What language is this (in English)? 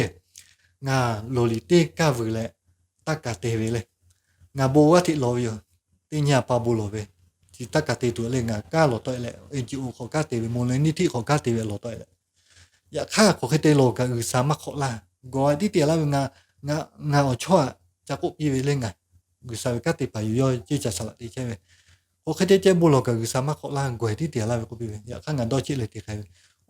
Lahu